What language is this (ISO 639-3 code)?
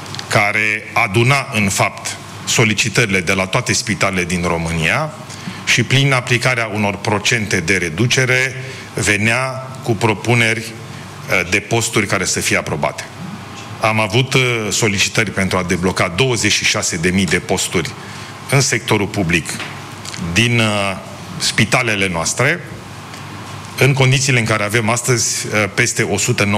ron